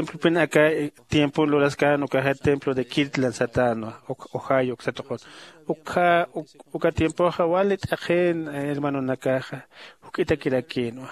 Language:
Aymara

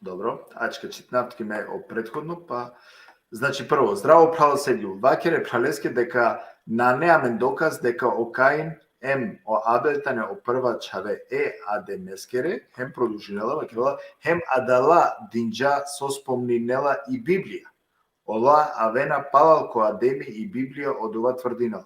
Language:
Balkan Romani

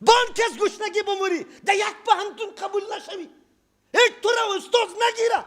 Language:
Persian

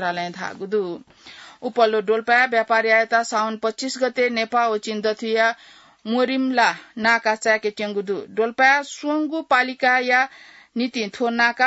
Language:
Newari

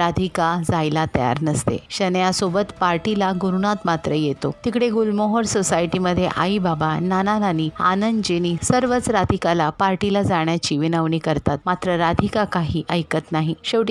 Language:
Marathi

